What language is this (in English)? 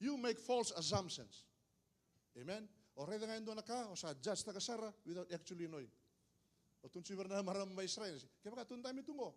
Fijian